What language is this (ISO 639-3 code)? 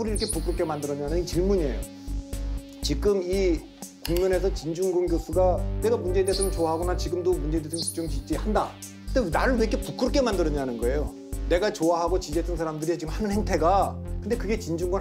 kor